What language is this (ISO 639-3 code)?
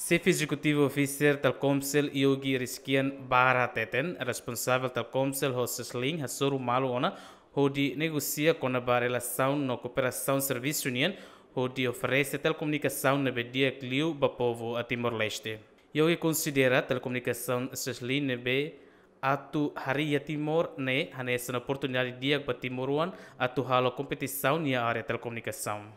tet